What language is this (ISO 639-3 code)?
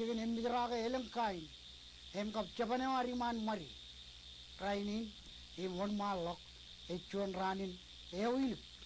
mah